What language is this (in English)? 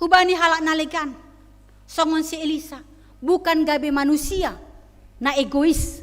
Batak Simalungun